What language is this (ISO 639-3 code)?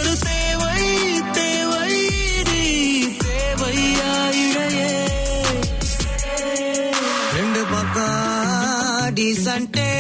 tam